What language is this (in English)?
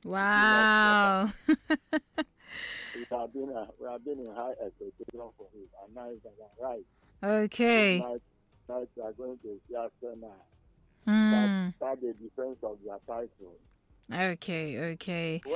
English